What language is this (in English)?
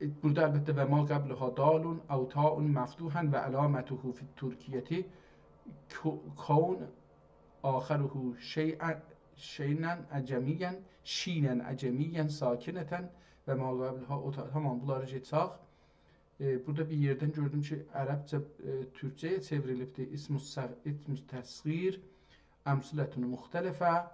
South Azerbaijani